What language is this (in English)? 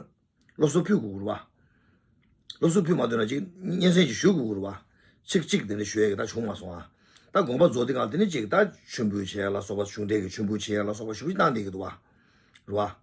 Tibetan